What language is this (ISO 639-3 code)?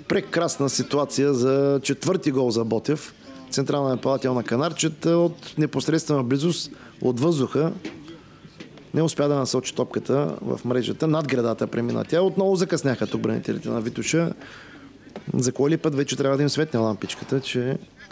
bul